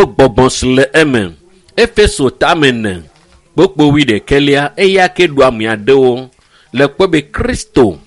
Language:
Ewe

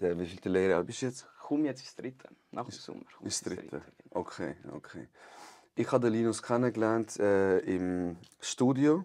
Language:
Swiss German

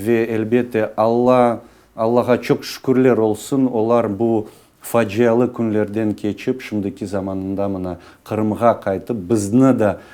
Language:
Crimean Tatar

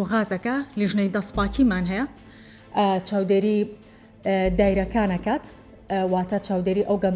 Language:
Central Kurdish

